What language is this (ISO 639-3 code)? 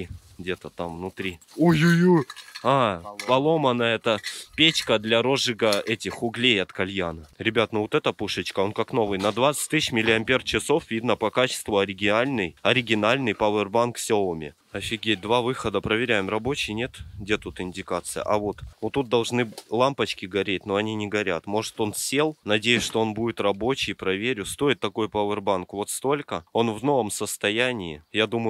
rus